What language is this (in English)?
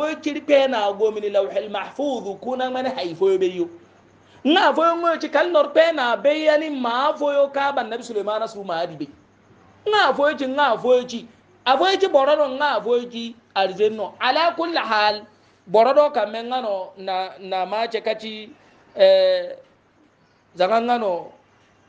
Hausa